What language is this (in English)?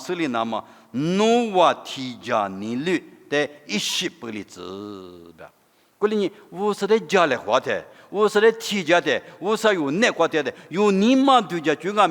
Lisu